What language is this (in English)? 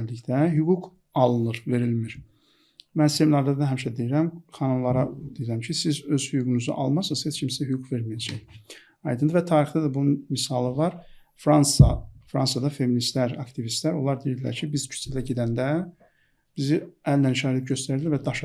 Azerbaijani